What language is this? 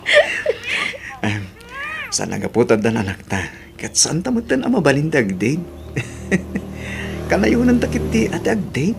Iloko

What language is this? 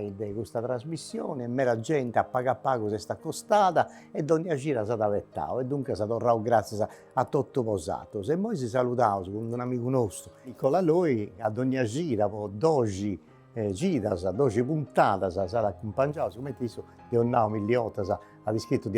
Sardinian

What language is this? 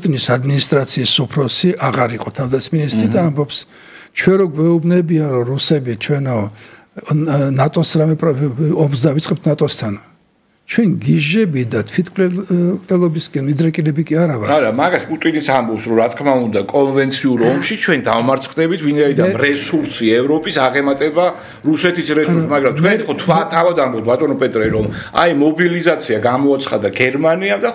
Georgian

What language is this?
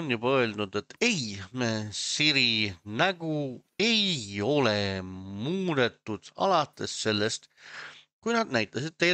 Estonian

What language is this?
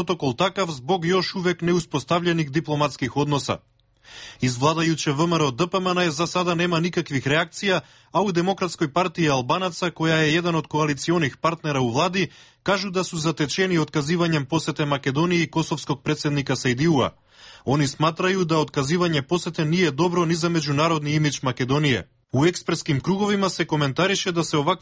Serbian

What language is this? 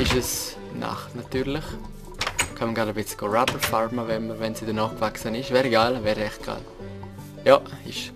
Swiss German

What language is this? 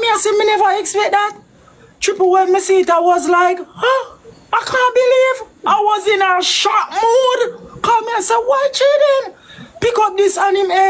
Jamaican Creole English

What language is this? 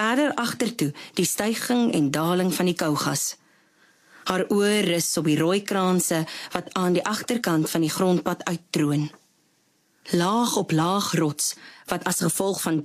Afrikaans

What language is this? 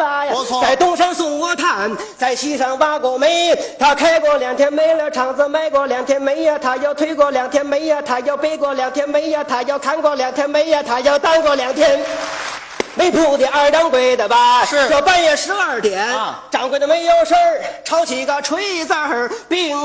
Chinese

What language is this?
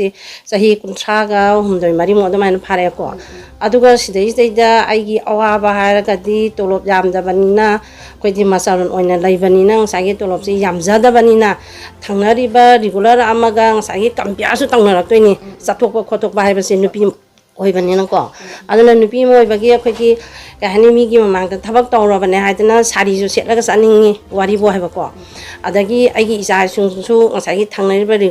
Manipuri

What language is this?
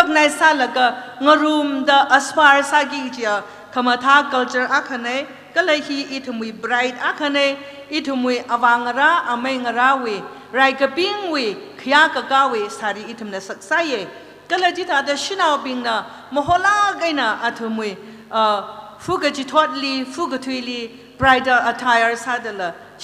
Tangkhul Naga (India)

